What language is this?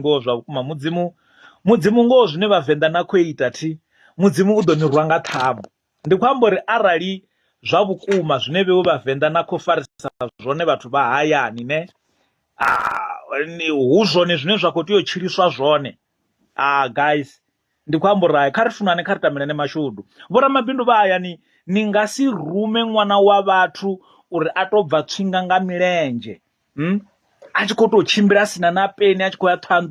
Venda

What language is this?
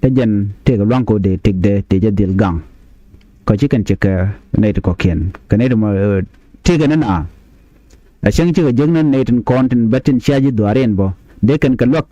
Nuer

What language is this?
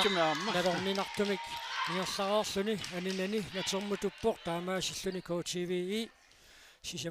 Kalaallisut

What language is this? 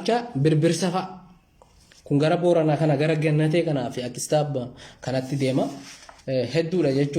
Oromo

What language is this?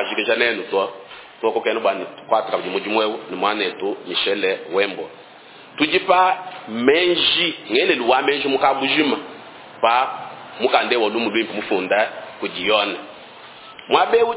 Luba-Lulua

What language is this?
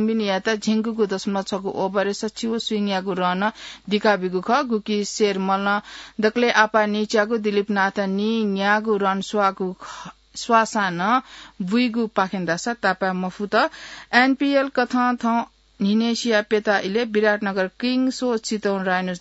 Newari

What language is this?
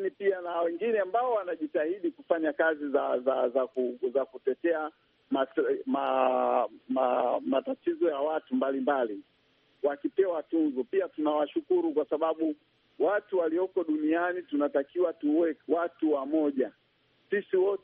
Swahili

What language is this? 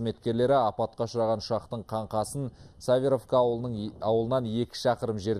Kazakh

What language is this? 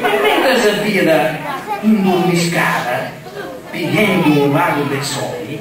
Sardinian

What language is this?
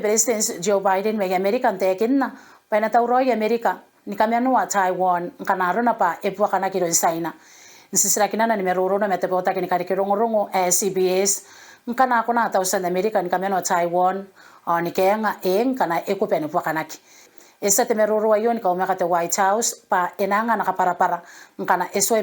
Gilbertese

